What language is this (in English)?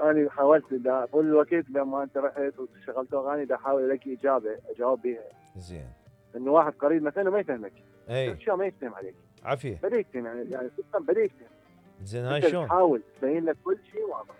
Mesopotamian Arabic